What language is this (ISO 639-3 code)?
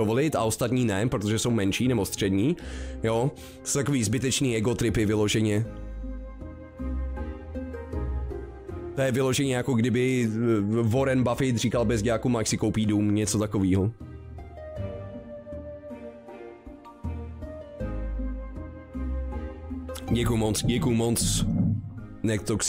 ces